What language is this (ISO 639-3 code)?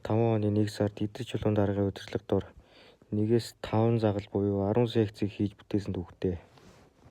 mon